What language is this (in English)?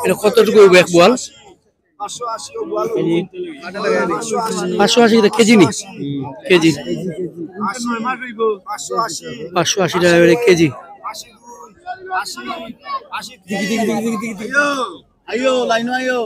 Sylheti